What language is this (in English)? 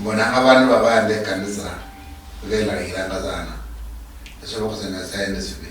Luyia